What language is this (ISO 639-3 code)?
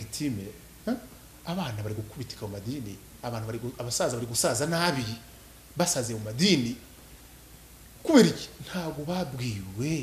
kin